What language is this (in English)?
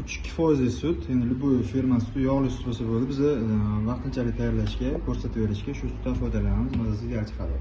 Uzbek